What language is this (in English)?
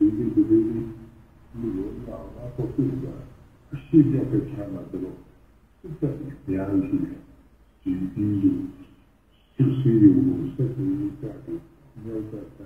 Burmese